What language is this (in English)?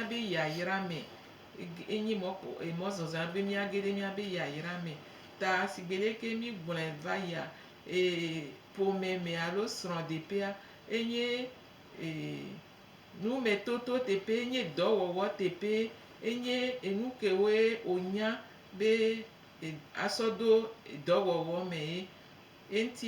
Gen